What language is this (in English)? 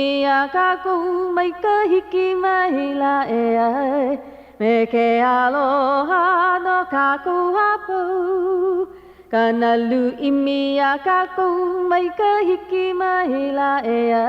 Hawaiian